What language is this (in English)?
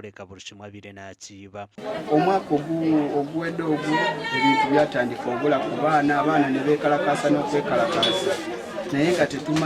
Nyankole